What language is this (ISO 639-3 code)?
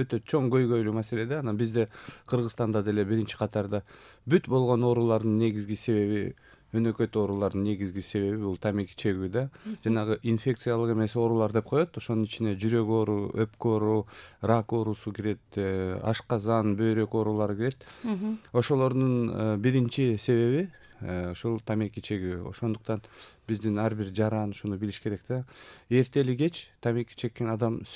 kir